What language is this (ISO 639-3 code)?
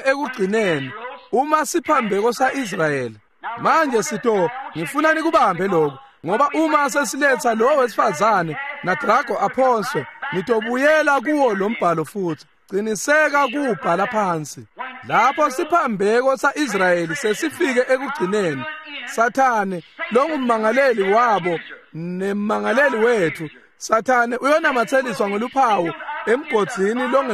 ssw